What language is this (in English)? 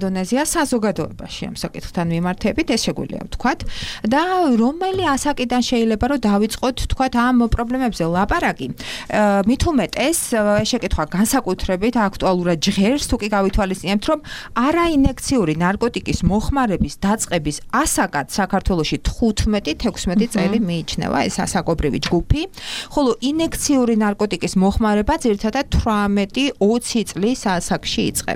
Georgian